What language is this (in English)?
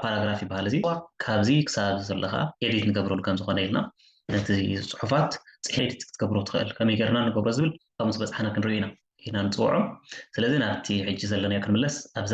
Tigrinya